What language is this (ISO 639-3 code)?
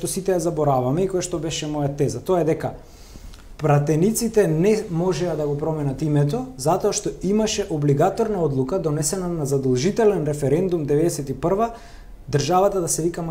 mkd